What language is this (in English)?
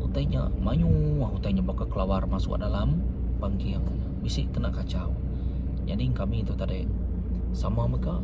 Iban